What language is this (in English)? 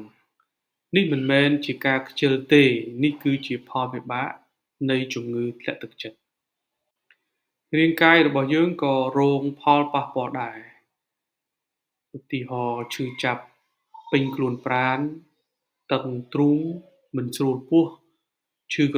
Khmer